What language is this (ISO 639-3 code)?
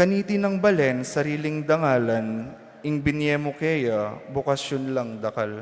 pam